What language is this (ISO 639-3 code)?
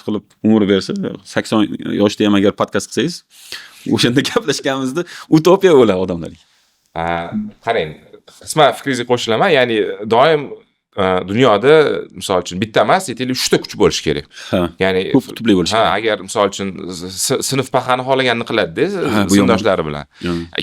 uzb